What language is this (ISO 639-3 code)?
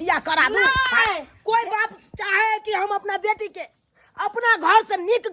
mai